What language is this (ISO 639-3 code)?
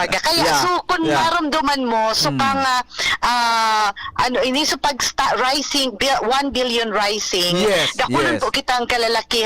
bik